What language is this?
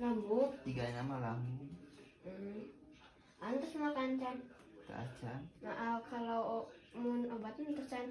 Sundanese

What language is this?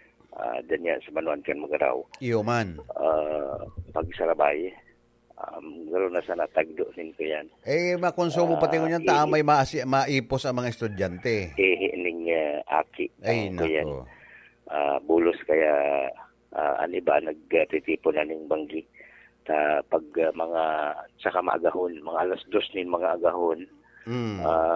Bikol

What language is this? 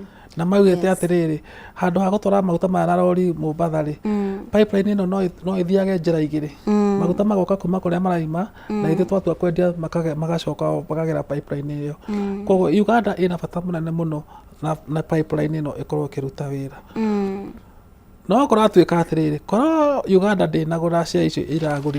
Kikuyu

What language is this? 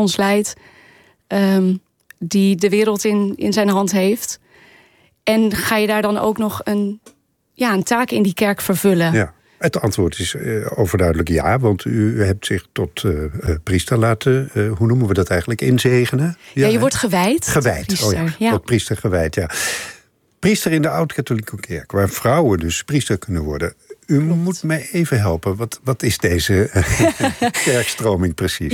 Dutch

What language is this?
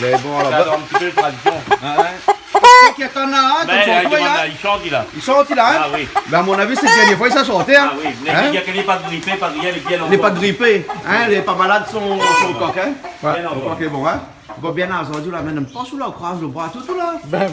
Réunion Creole French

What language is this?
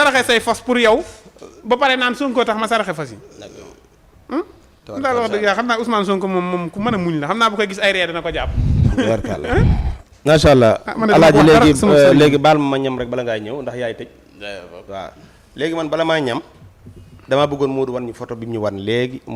Wolof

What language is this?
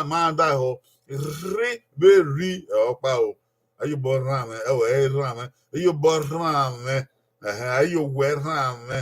Bini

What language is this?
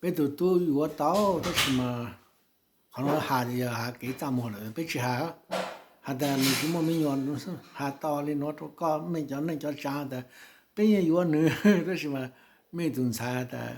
Hmong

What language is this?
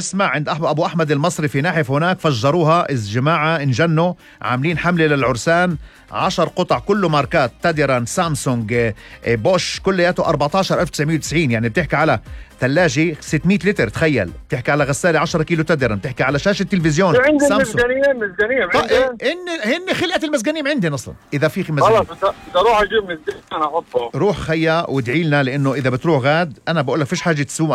North Levantine Arabic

